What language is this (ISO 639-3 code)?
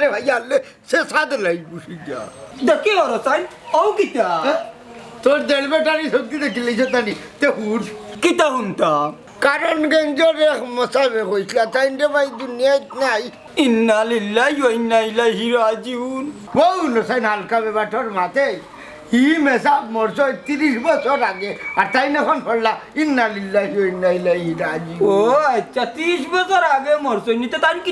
syl